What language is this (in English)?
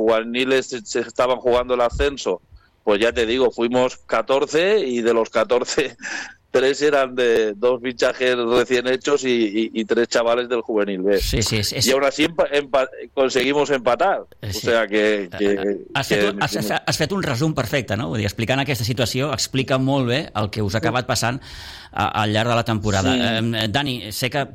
Catalan